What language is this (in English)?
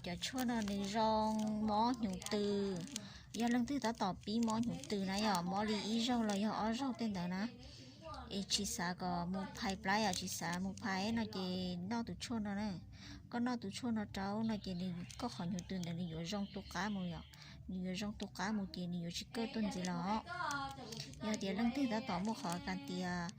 Hmong